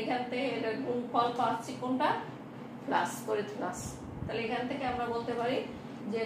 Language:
Bangla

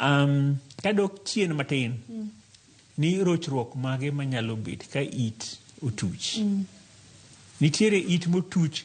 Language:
Luo (Kenya and Tanzania)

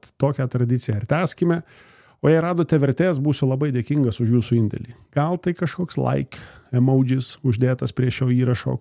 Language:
Lithuanian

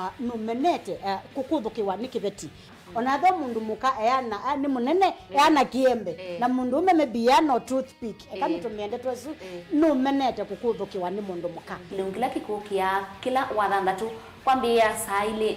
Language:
Kamba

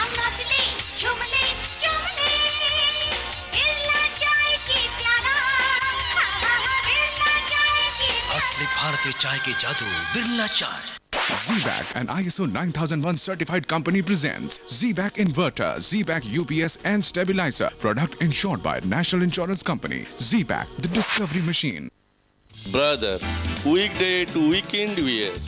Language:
Odia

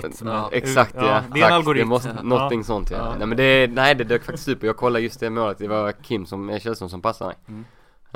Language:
Swedish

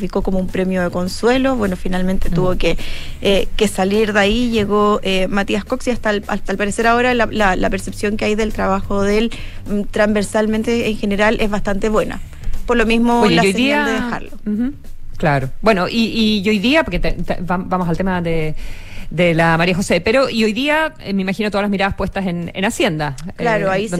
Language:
Spanish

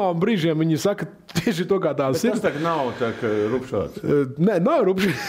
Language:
Latvian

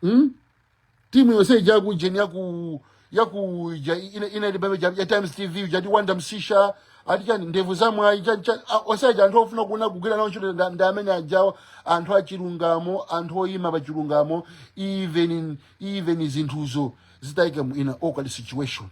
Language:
Nyanja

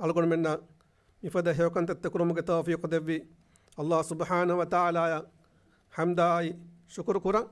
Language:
Divehi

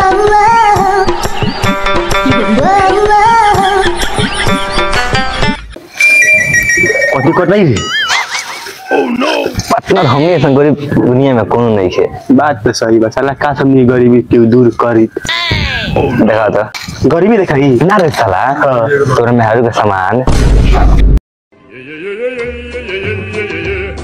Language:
Bhojpuri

